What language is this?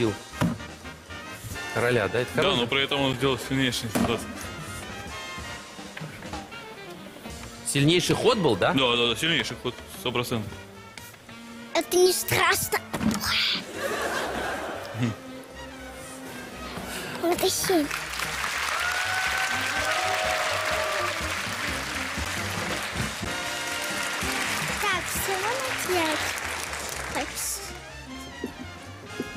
Russian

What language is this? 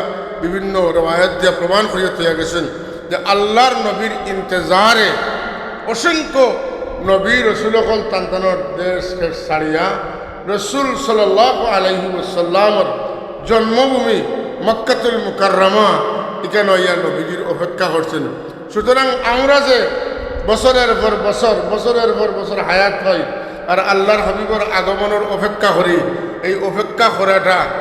Sylheti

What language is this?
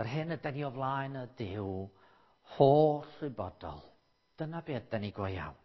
Welsh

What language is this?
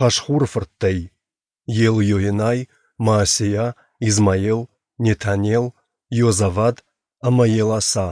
Ossetic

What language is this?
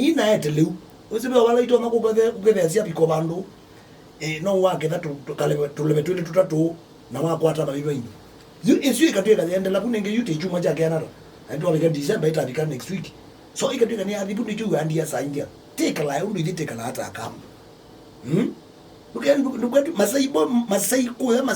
Kamba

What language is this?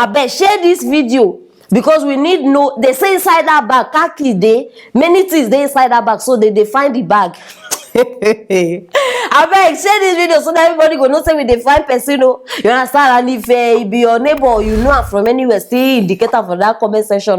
Nigerian Pidgin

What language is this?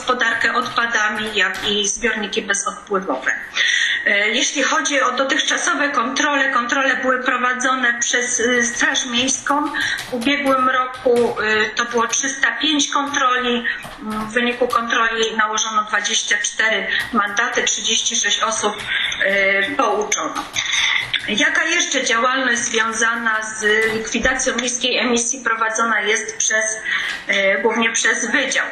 Polish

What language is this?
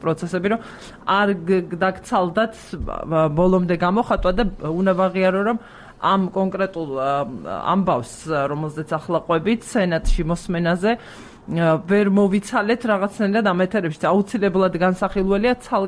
Georgian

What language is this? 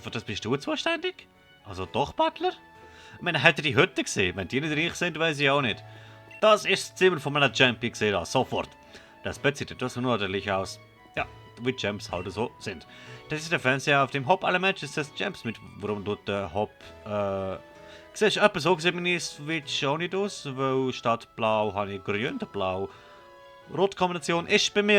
Swiss German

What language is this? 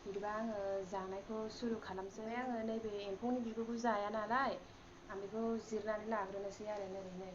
Bodo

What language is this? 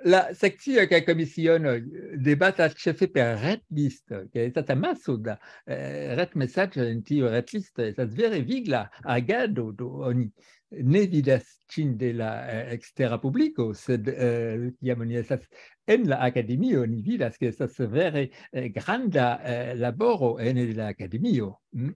Esperanto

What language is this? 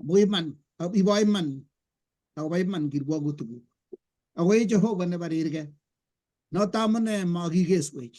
Kalenjin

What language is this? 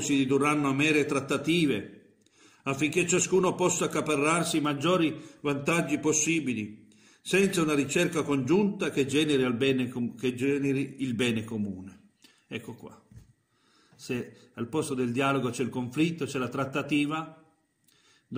Italian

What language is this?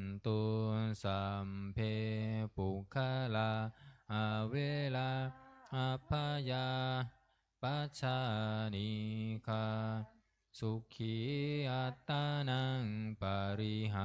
Pali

